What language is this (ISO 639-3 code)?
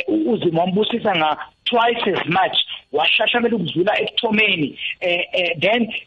nbl